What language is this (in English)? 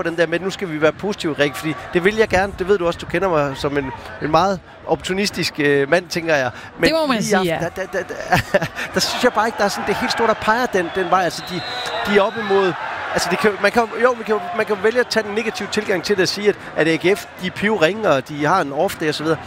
Danish